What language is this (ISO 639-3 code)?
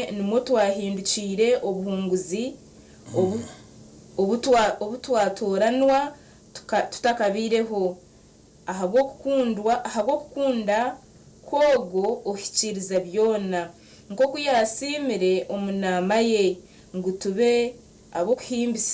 nyn